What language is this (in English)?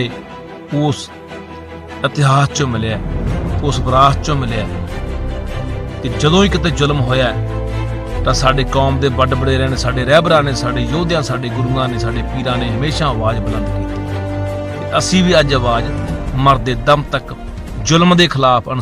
Punjabi